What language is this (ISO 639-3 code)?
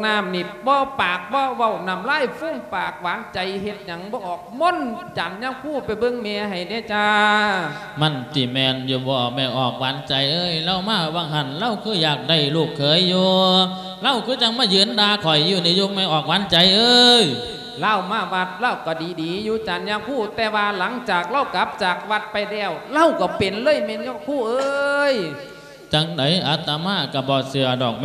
lao